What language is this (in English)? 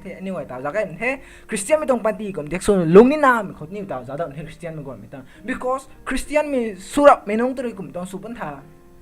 Rongmei Naga